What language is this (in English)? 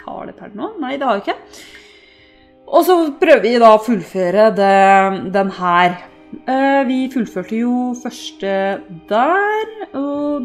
Norwegian